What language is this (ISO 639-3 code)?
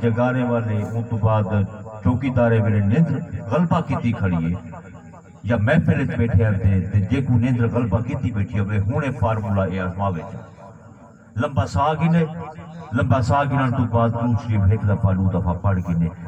skr